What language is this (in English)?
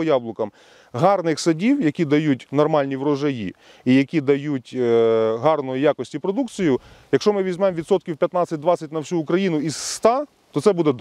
Ukrainian